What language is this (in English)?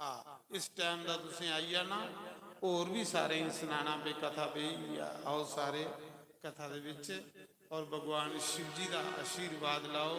Dogri